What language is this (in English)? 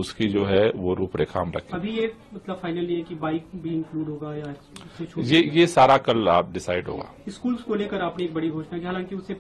Hindi